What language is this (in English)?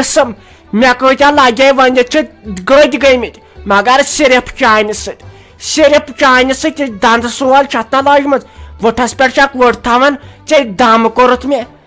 Kashmiri